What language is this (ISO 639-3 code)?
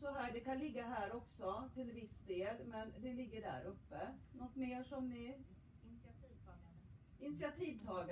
swe